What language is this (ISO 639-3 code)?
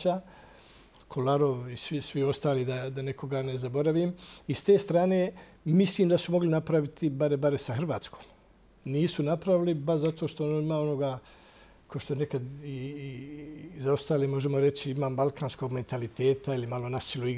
bos